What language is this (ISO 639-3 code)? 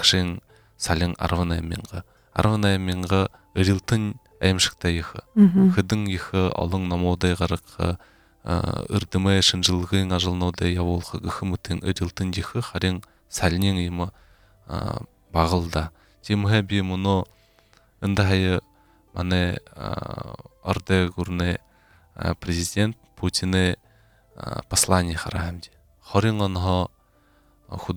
bua